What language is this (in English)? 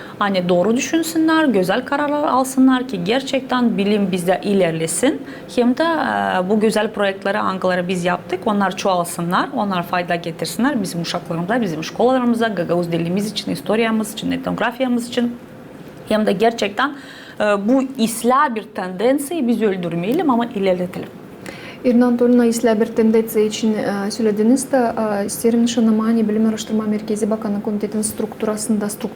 Gagauz